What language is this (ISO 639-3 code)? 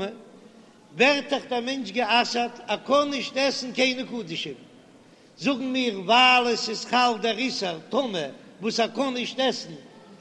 yid